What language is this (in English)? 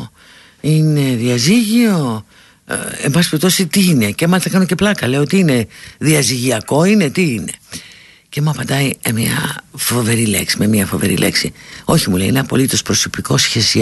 Greek